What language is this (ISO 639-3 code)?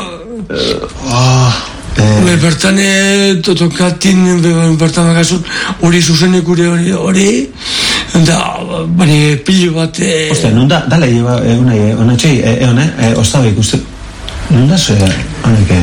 eus